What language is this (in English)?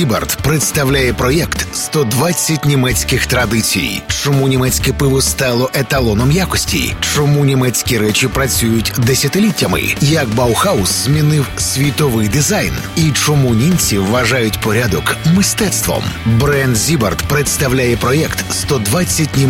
Ukrainian